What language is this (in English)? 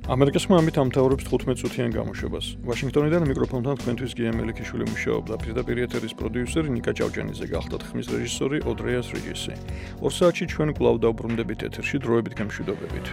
Georgian